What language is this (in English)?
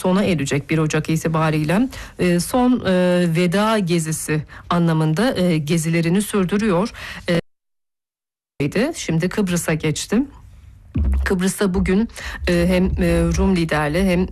Turkish